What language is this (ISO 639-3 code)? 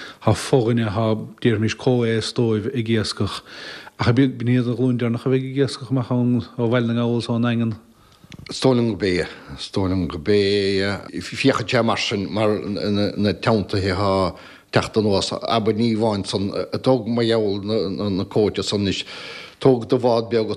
gle